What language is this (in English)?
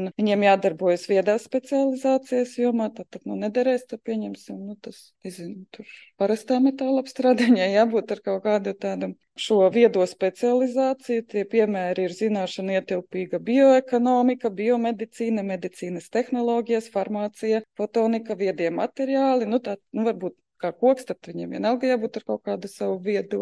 Latvian